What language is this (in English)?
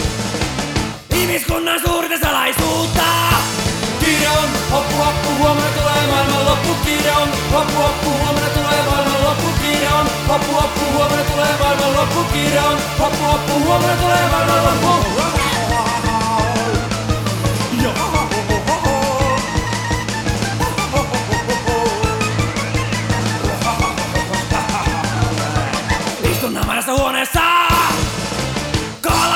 Finnish